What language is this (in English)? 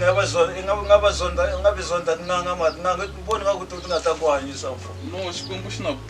Tsonga